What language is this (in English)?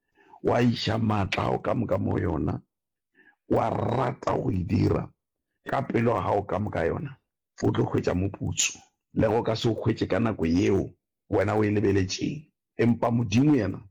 Northern Sotho